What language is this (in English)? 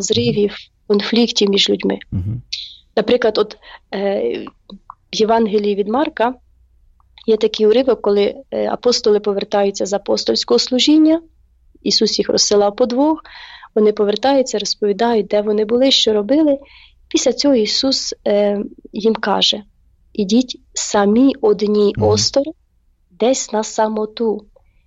Ukrainian